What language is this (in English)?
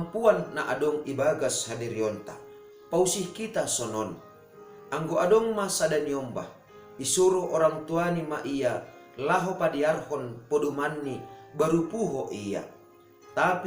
Batak Simalungun